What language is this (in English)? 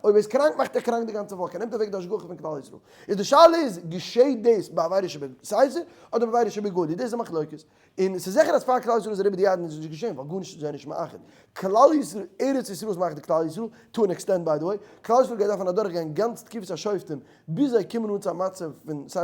Yiddish